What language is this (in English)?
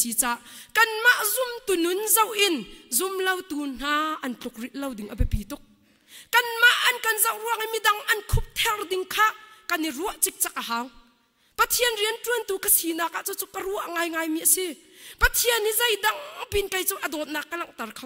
Hakha Chin